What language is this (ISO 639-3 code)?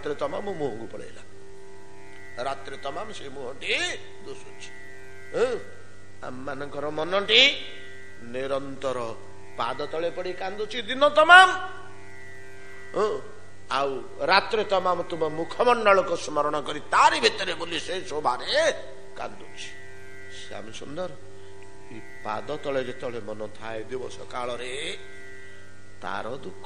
ori